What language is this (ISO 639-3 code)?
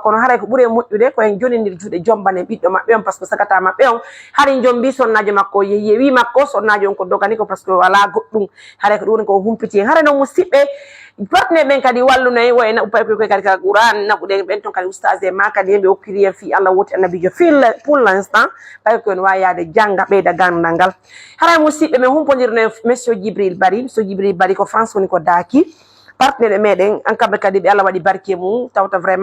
ful